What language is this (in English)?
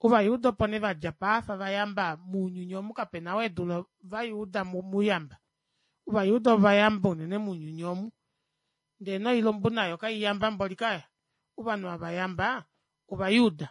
Kuanyama